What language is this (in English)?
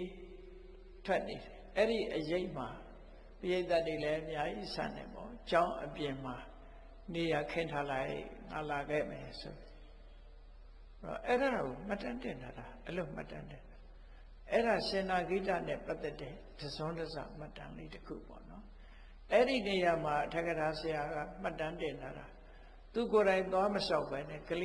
Burmese